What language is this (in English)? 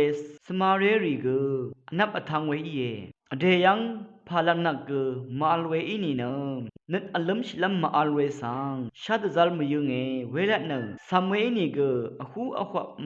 Rawang